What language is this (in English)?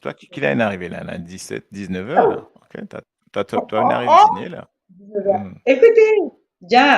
Morisyen